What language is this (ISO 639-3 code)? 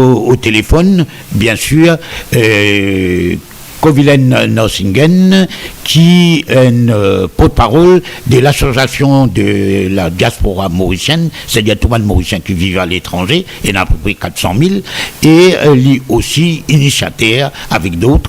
mfe